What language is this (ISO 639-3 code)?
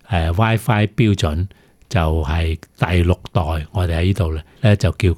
yue